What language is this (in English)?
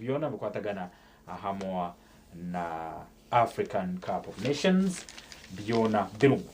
Nyankole